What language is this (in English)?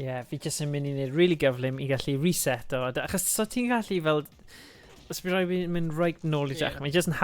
Welsh